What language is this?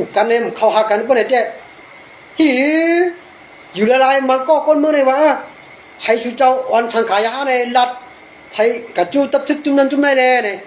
Shan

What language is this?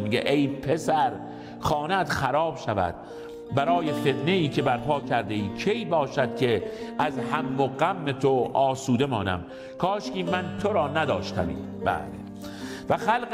Persian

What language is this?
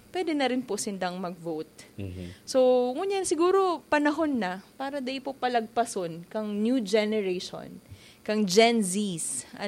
Bikol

